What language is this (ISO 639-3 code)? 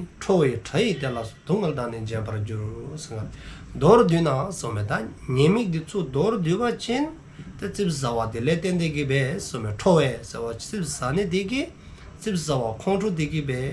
dzo